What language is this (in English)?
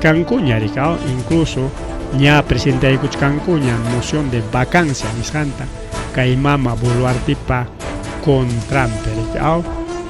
Ayacucho Quechua